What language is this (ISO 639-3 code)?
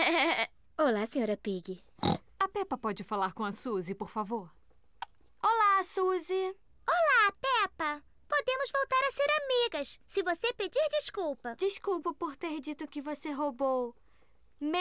por